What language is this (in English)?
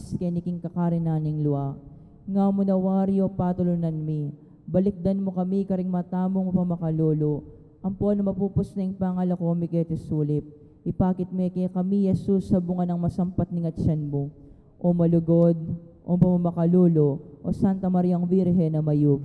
Pampanga